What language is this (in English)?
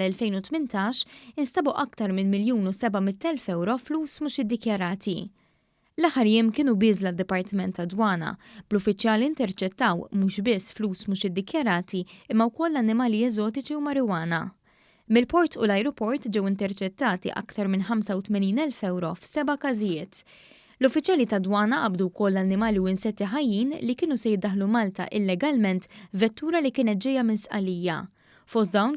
Maltese